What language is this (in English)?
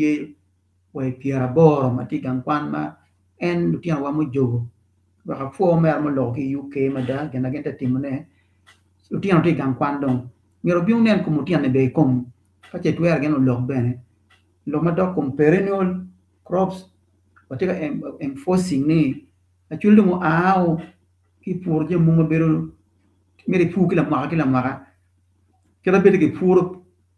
Acoli